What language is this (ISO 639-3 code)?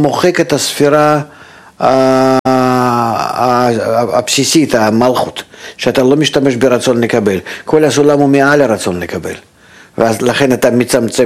heb